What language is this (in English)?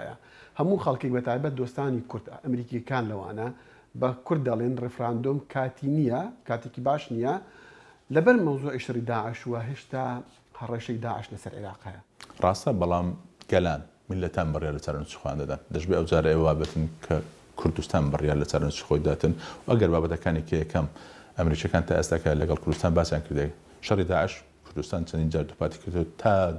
Central Kurdish